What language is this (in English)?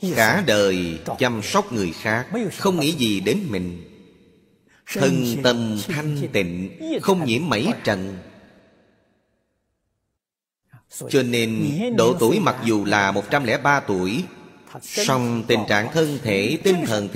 Vietnamese